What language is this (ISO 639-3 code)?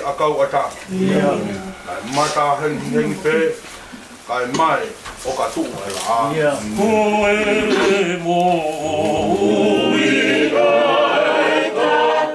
ton